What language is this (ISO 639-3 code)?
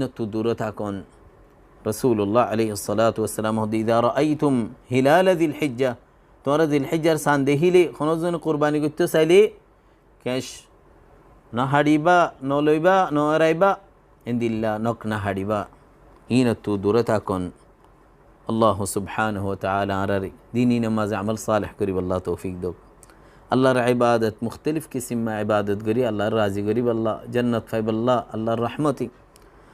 rhg